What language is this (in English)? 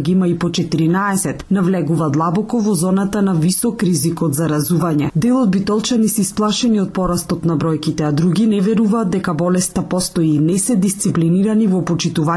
Macedonian